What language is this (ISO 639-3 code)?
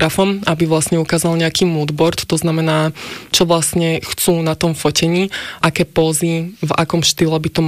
slk